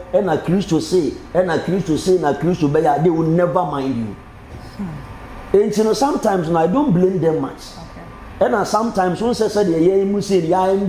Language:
Akan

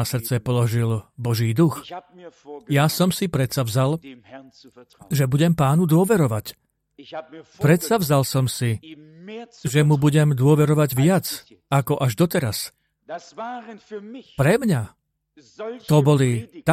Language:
Slovak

